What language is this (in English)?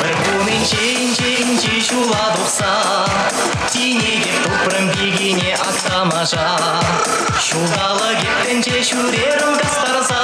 Chuvash